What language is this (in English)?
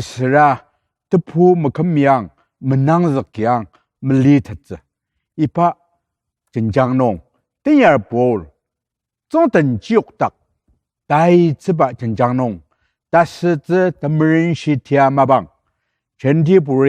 Ao Naga